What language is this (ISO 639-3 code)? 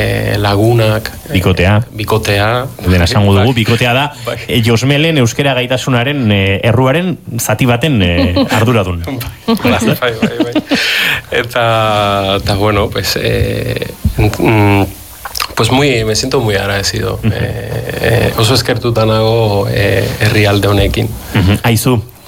eus